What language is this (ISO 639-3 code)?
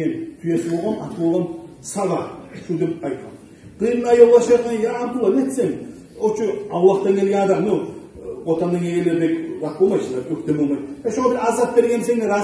kum